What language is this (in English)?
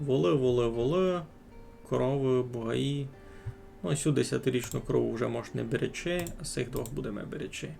Rusyn